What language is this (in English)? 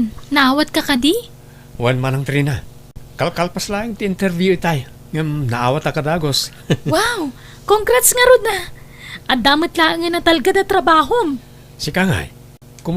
Iloko